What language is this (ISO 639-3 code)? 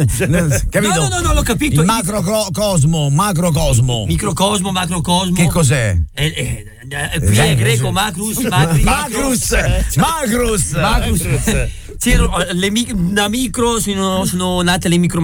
ita